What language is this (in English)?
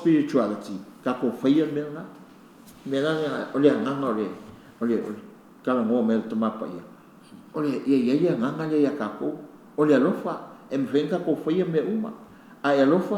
Samoan